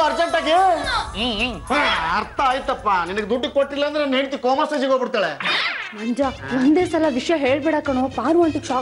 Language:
Kannada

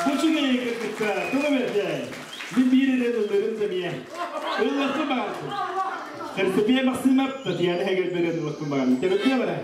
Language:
Yakut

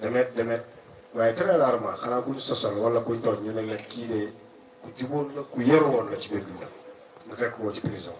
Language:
Wolof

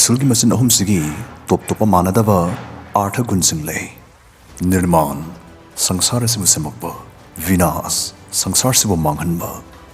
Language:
Manipuri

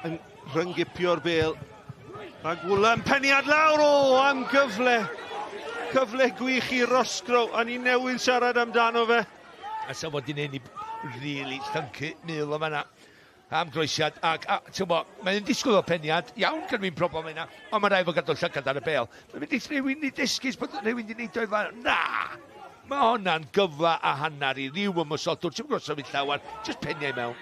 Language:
Welsh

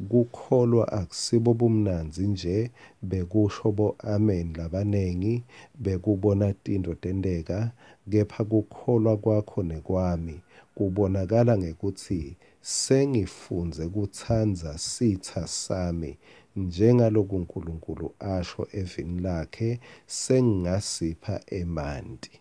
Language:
Swati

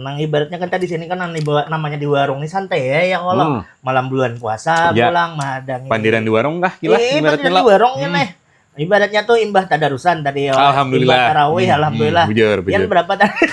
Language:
Banjar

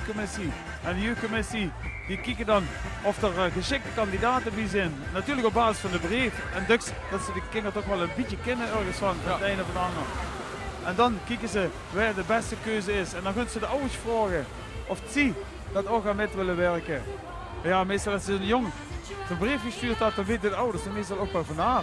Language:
Limburgish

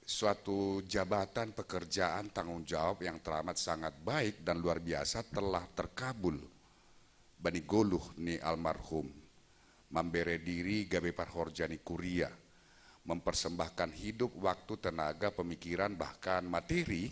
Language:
Batak Simalungun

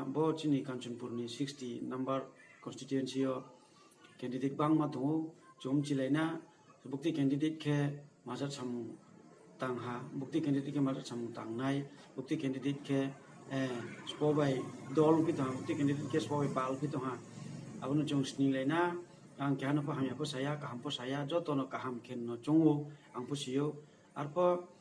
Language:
Riang (India)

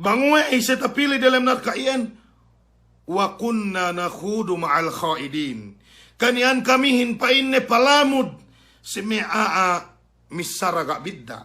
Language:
Yakan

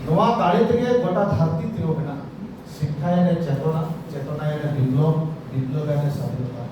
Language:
Santali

